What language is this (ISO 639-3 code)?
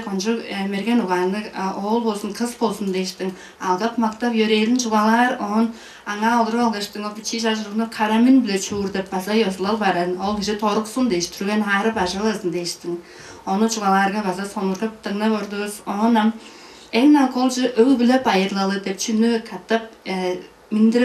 tyv